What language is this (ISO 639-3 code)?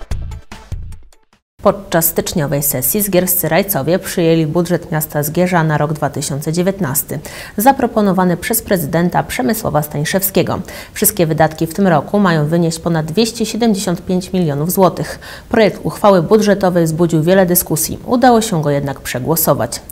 pol